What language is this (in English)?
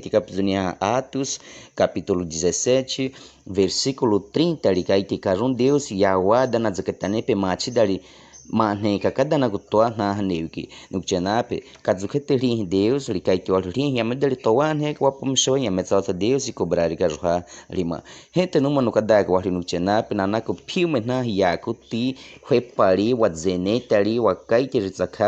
Baniwa